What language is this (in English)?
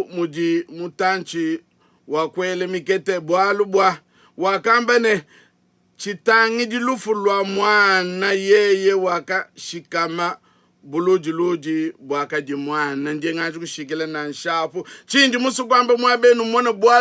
Luba-Lulua